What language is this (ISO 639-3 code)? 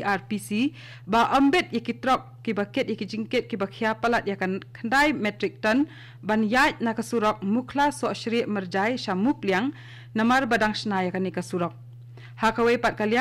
kha